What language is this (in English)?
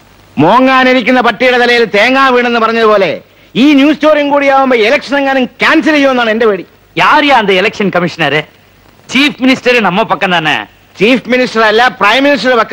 Malayalam